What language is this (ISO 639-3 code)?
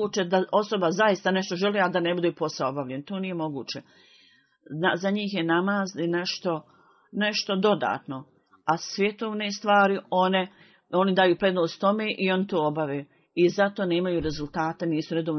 bos